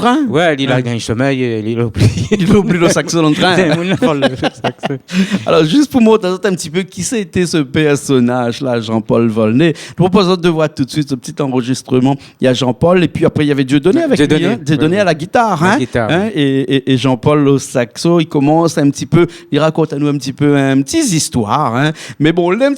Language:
Réunion Creole French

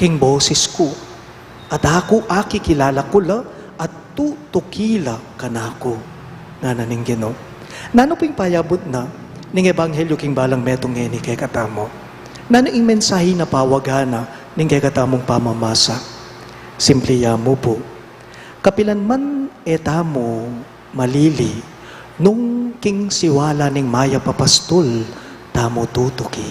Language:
Pampanga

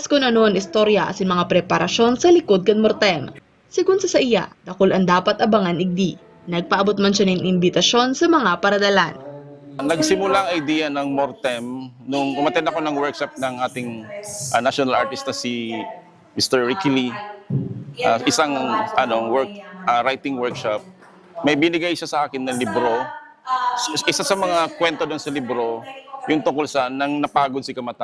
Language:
Bikol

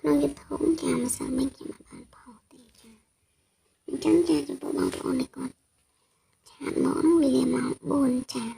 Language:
Khmer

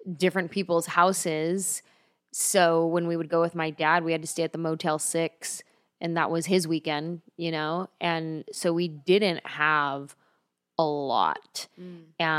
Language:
English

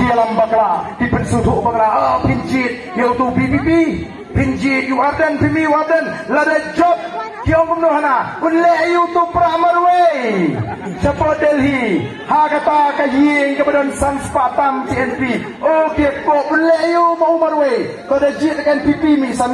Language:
Khasi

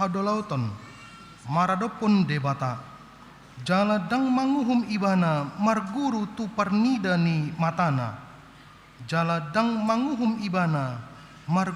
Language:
Batak Toba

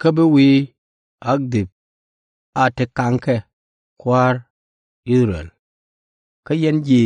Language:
Nuer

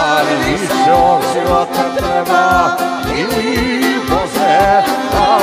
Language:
Croatian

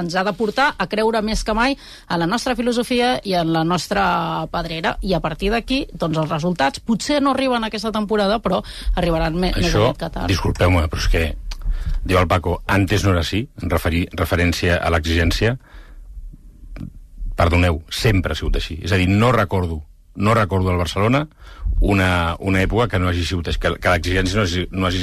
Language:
Catalan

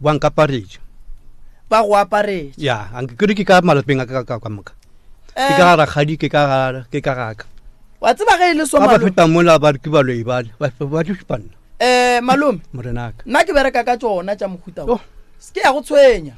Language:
Northern Sotho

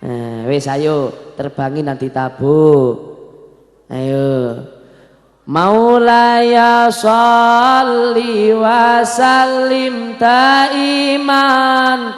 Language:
Javanese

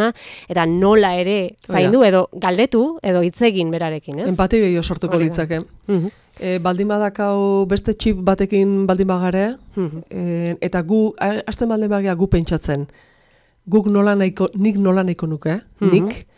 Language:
Basque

